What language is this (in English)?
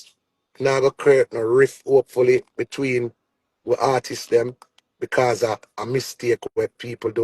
Jamaican Creole English